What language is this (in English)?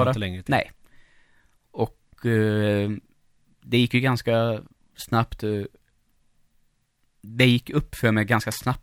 Swedish